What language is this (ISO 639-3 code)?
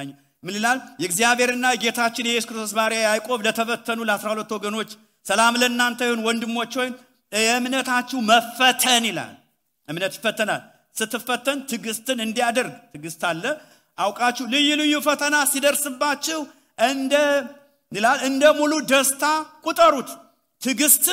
amh